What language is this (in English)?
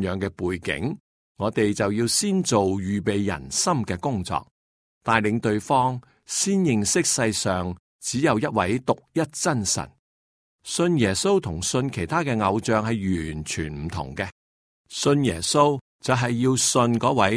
Cantonese